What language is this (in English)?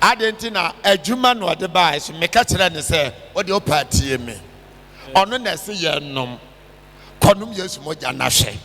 Akan